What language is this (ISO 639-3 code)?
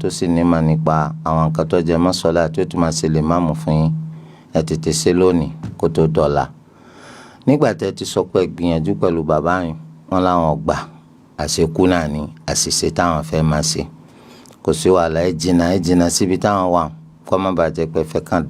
yor